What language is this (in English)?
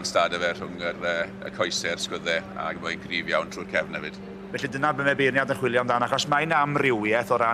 Welsh